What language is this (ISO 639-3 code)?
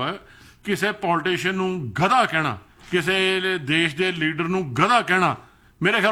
pan